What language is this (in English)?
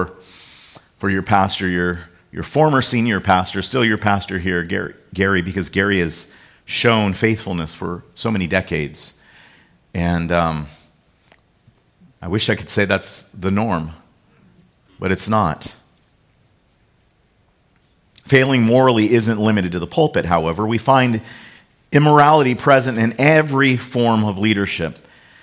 English